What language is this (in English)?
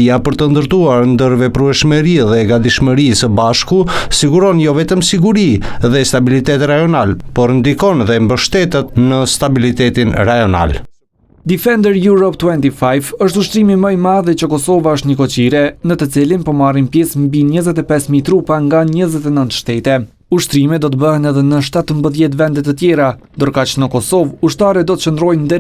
Albanian